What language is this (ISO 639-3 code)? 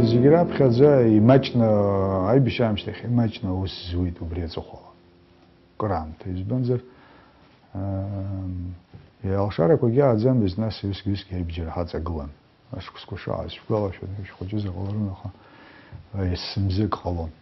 abk